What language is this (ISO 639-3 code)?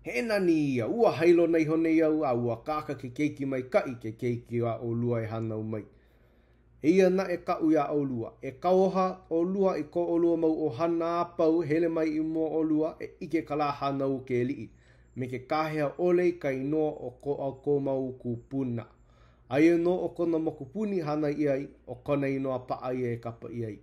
haw